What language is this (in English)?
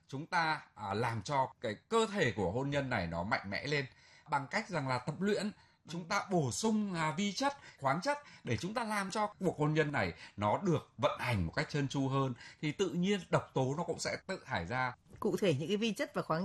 Vietnamese